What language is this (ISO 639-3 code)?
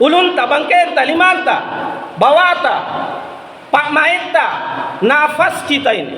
mak